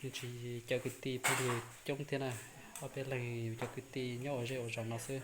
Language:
Hmong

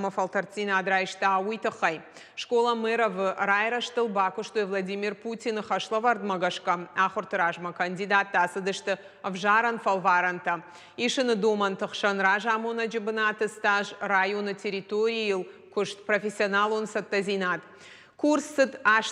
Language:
Ossetic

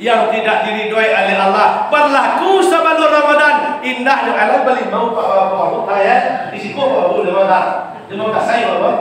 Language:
Minangkabau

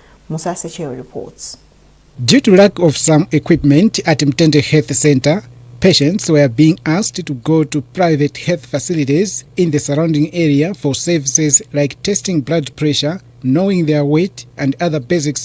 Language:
English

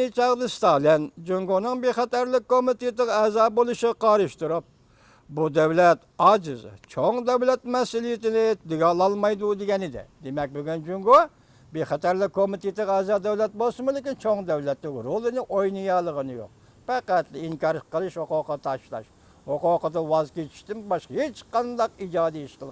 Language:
Uyghur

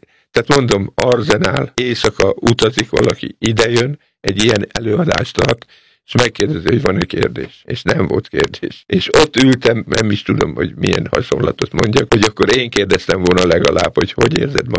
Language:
Hungarian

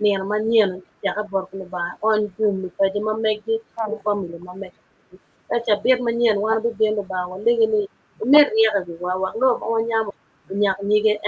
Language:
Acoli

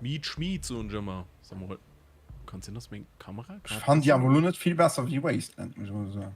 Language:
Luxembourgish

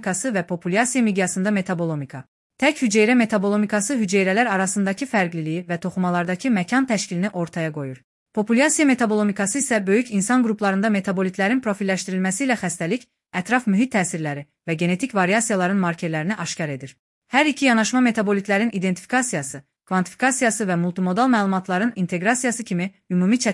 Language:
Azerbaijani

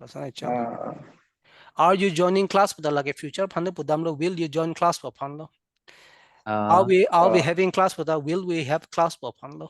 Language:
Karbi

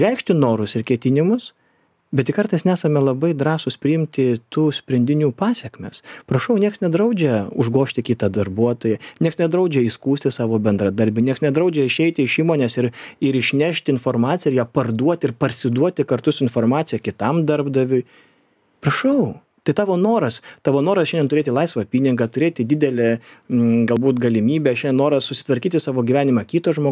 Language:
Lithuanian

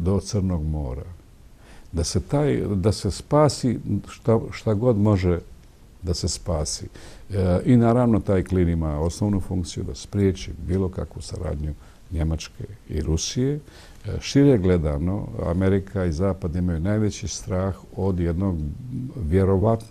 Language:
Bosnian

